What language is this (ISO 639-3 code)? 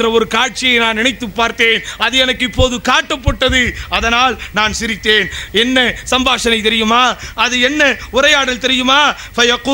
tam